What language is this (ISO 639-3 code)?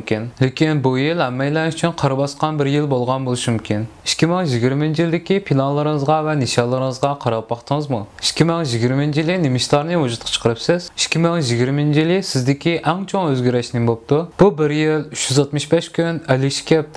uig